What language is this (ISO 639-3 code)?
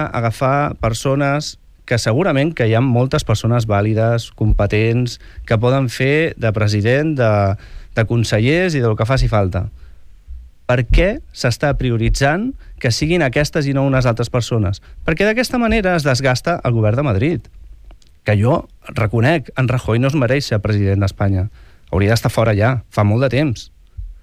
cat